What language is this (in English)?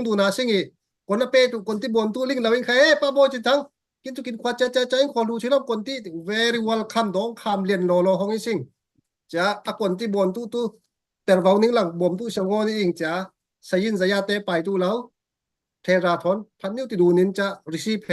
Falam Chin